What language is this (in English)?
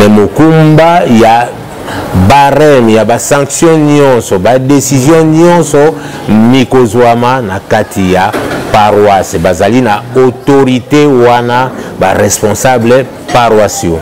Lingala